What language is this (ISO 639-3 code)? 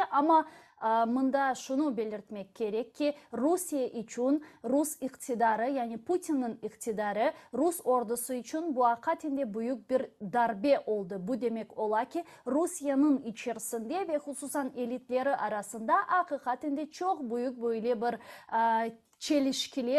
crh